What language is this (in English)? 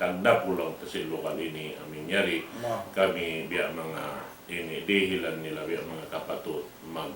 Tausug